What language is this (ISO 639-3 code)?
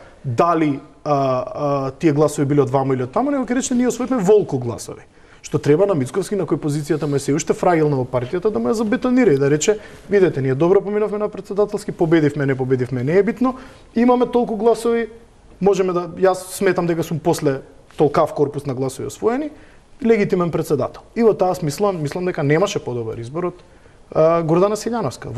mkd